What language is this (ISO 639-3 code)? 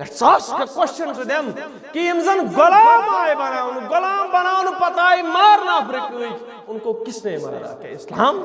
kas